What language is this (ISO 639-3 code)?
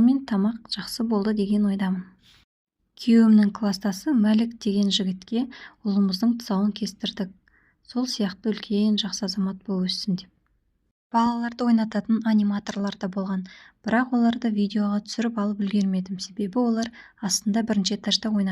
kaz